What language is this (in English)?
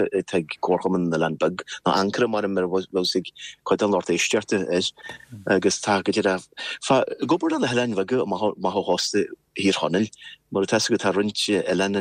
Irish